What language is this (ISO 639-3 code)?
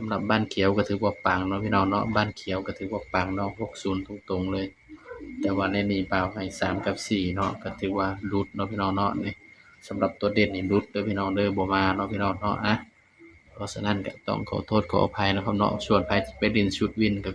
tts